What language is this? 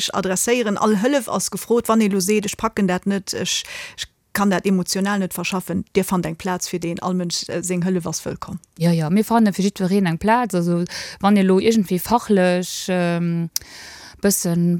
Luxembourgish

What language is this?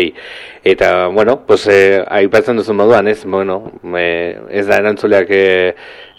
Basque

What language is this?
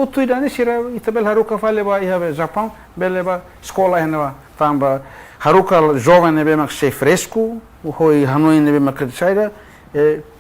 Tetum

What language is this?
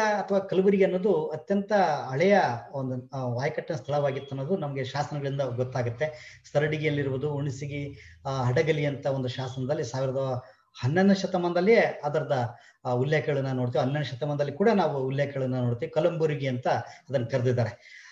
Kannada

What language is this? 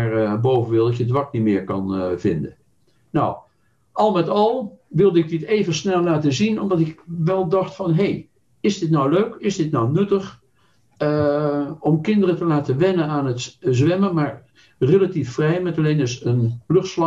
Dutch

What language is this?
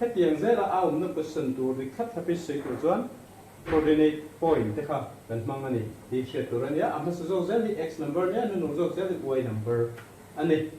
Mizo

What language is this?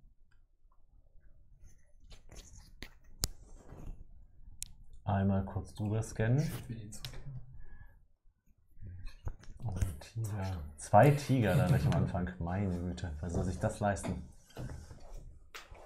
German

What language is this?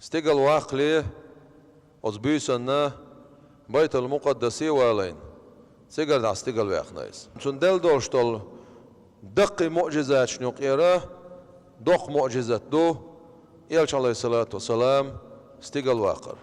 Chechen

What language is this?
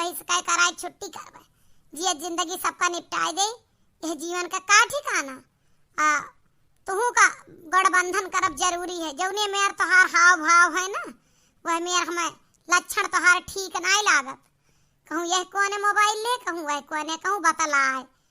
Awadhi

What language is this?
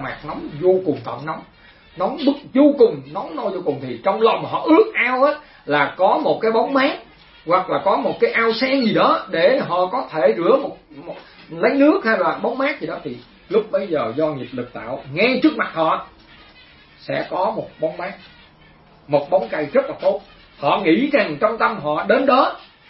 Vietnamese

